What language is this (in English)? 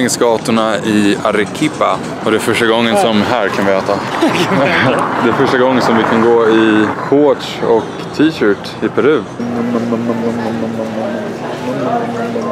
Swedish